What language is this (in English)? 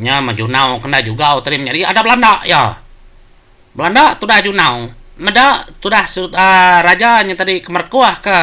Iban